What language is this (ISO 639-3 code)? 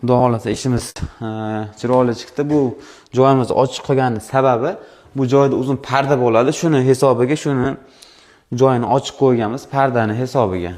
uzb